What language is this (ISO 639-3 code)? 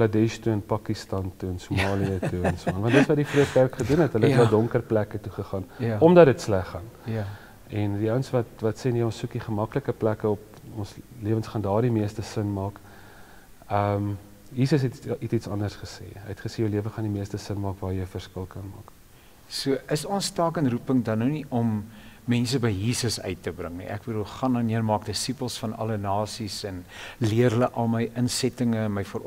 afr